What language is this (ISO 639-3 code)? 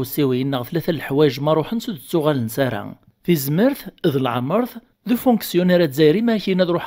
kab